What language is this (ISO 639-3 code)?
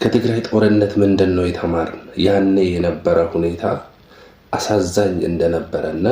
amh